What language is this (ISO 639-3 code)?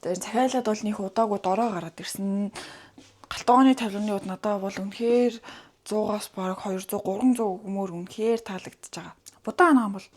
mon